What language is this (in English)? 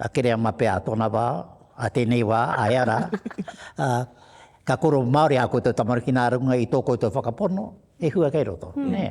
Māori